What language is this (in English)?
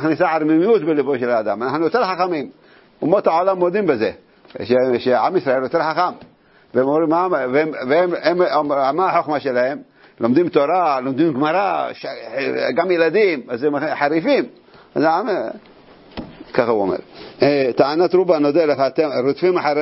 Hebrew